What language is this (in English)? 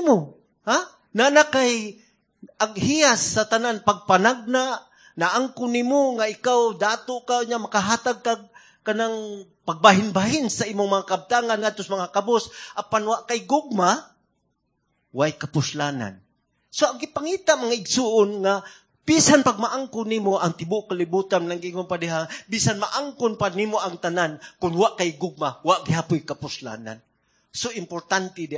Cebuano